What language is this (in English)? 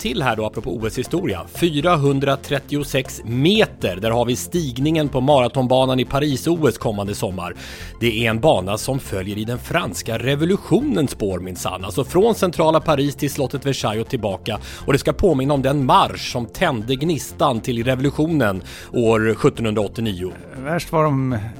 Swedish